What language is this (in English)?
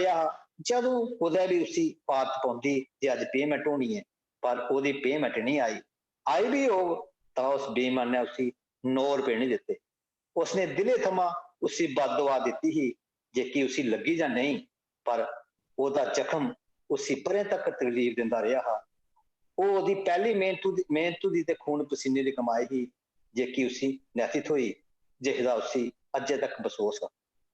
Dogri